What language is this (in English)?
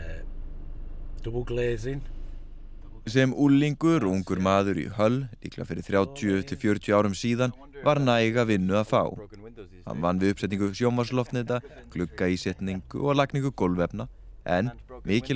Icelandic